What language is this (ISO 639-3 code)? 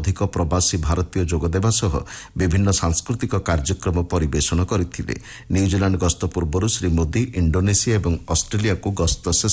ori